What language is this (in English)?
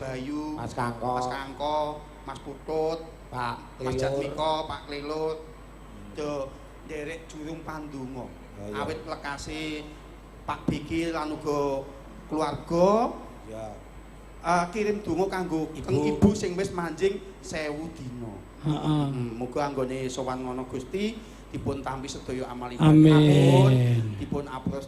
Javanese